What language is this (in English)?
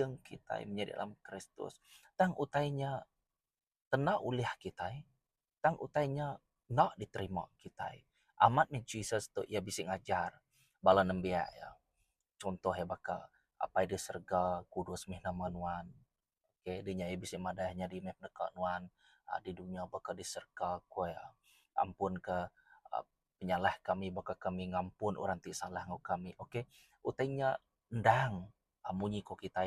Iban